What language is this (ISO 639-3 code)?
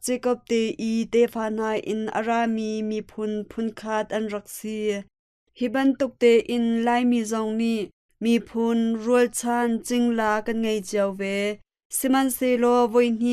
cnh